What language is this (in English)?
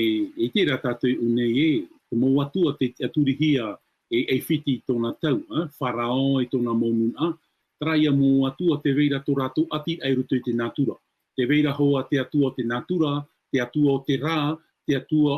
Tahitian